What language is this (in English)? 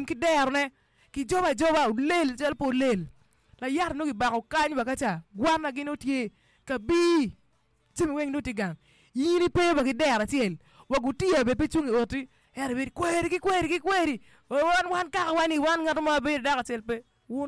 Acoli